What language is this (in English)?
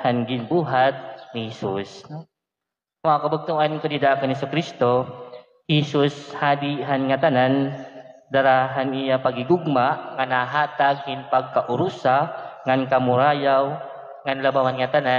Waray